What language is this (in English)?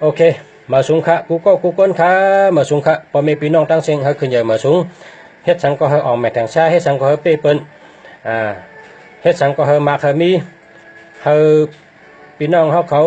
Shan